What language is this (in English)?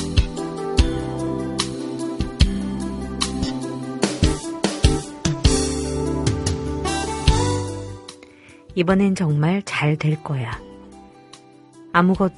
Korean